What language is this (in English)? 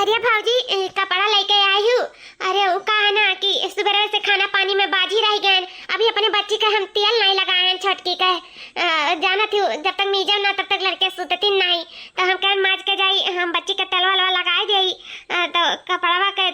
Awadhi